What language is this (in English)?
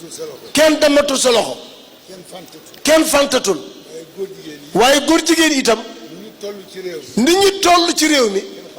Wolof